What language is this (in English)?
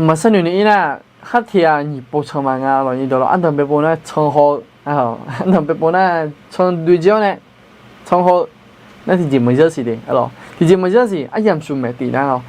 Akha